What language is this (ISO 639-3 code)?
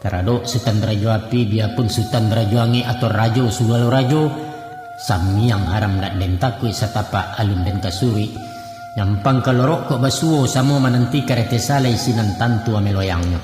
min